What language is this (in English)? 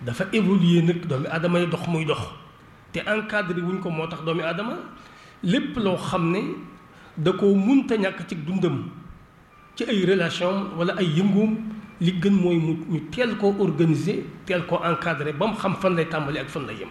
Wolof